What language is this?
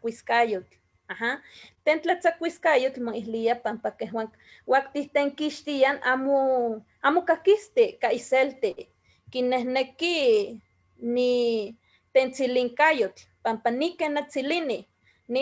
Eastern Huasteca Nahuatl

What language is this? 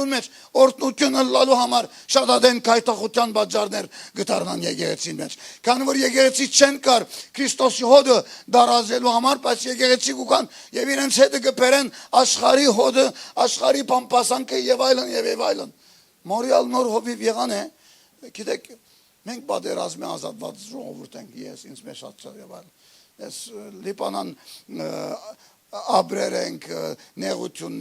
Western Armenian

